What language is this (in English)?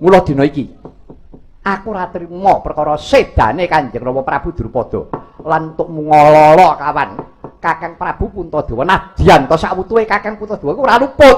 Javanese